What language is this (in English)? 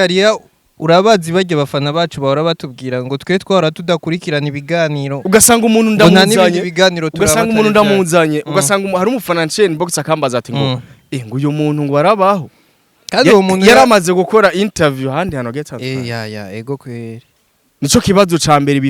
Rundi